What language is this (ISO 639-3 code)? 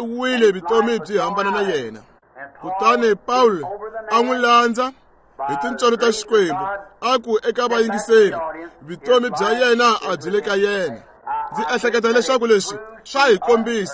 tso